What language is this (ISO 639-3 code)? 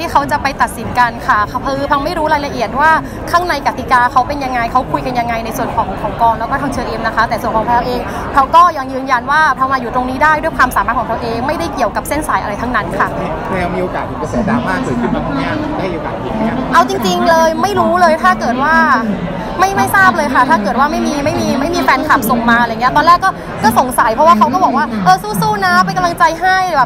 tha